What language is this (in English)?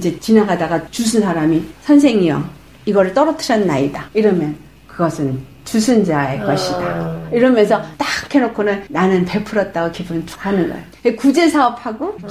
Korean